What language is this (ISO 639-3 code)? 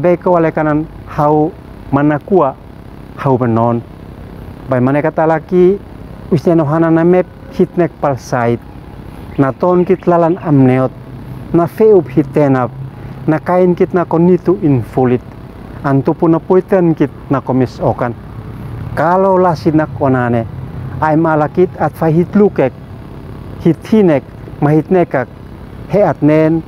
aoz